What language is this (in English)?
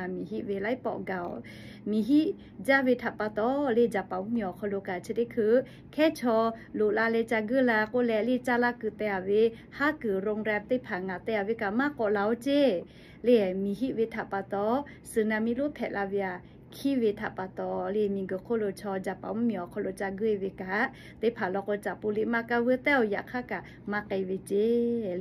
Lahu